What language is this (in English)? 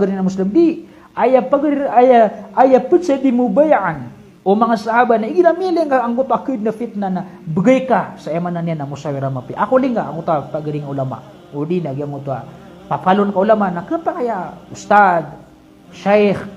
Maranao